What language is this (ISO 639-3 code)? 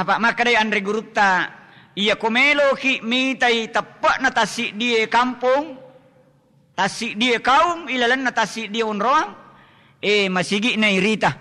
bug